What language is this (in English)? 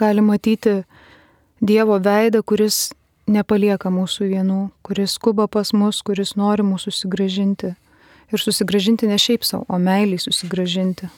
Lithuanian